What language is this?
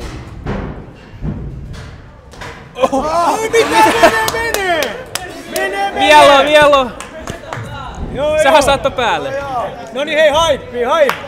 Finnish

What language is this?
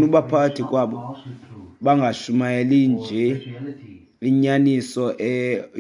Xhosa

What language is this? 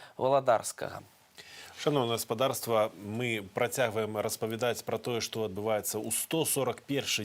Belarusian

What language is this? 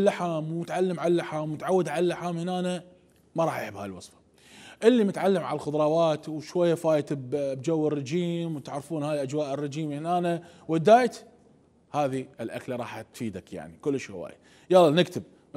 Mesopotamian Arabic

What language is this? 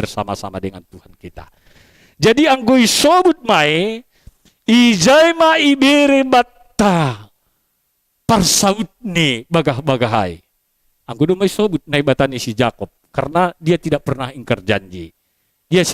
Batak Simalungun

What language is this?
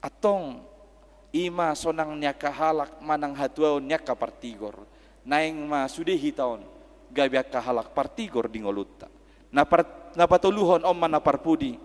Batak Toba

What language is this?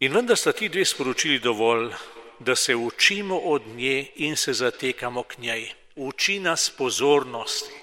Slovenian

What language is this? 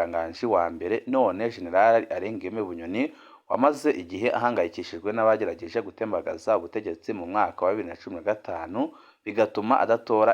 Rundi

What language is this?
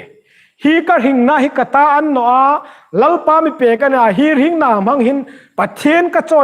Hmar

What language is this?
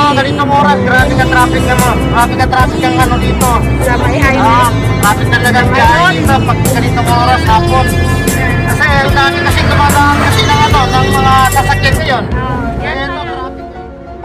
Filipino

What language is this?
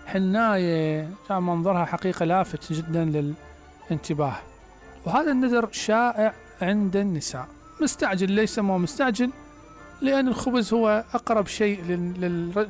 Mesopotamian Arabic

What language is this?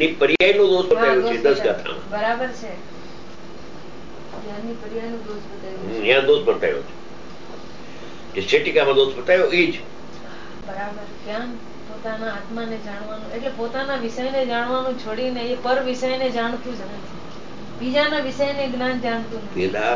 Gujarati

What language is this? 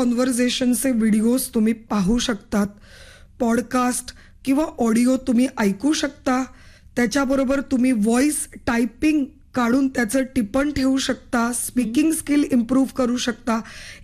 Marathi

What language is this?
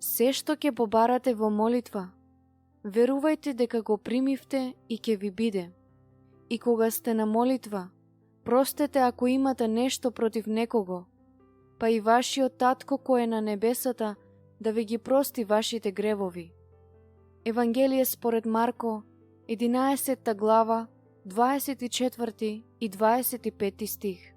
Macedonian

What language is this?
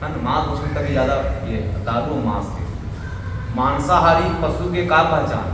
Chhattisgarhi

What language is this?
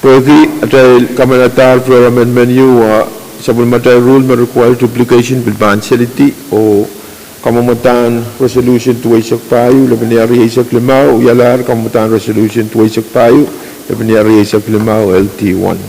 Pohnpeian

